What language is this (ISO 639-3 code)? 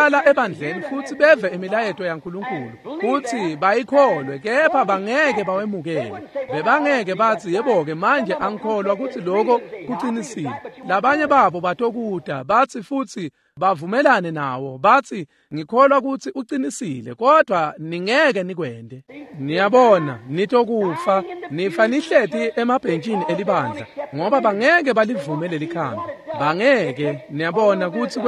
ssw